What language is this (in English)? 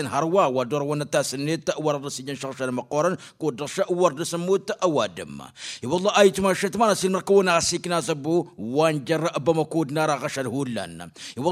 Tamasheq